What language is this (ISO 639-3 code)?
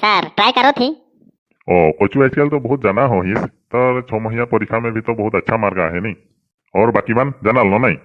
sck